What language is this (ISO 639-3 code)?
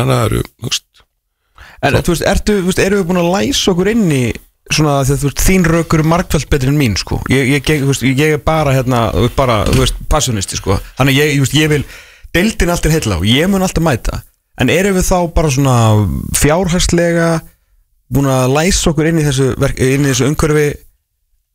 isl